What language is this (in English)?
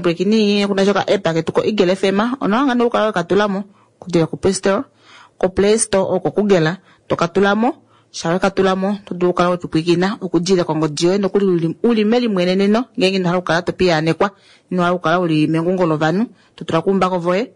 Kuanyama